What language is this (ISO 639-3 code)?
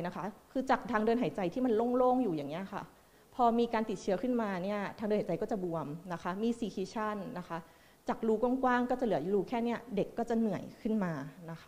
tha